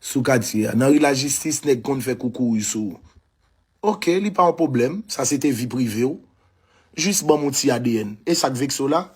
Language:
Haitian Creole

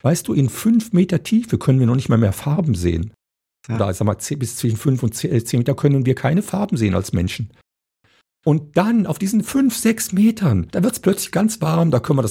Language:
German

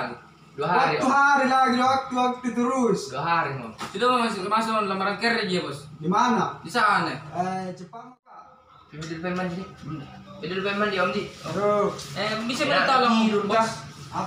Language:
Makassar Malay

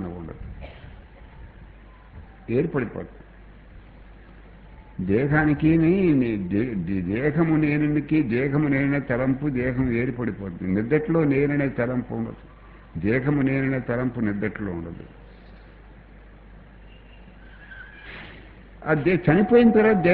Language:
Telugu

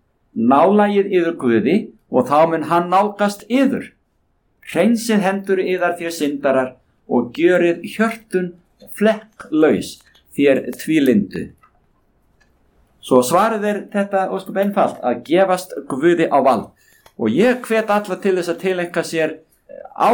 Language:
Icelandic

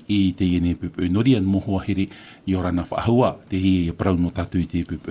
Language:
Tahitian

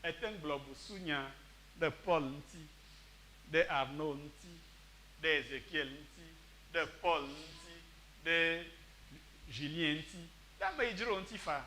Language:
Ewe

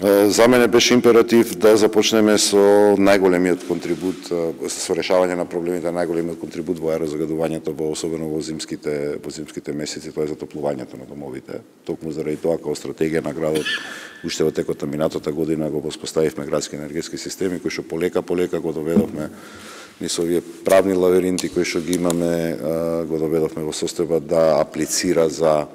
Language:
Macedonian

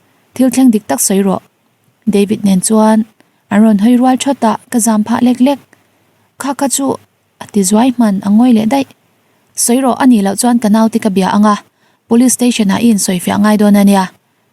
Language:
Mizo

